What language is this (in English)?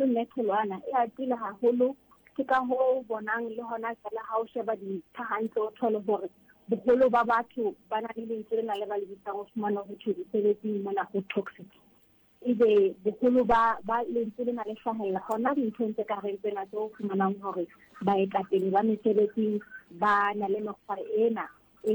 Southern Sotho